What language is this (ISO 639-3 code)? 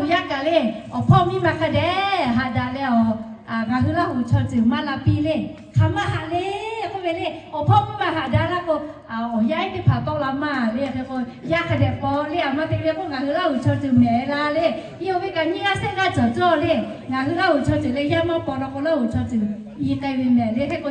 lhu